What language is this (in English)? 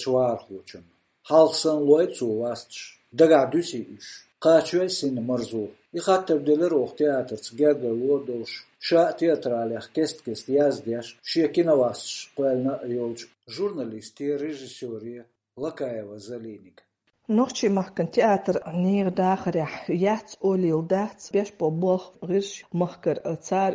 Chechen